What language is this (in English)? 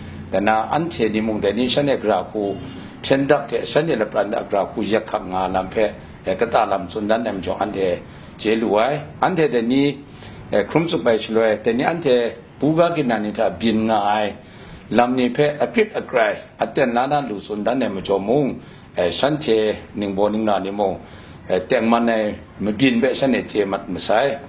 Kachin